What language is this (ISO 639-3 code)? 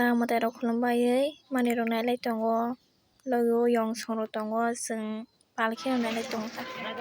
trp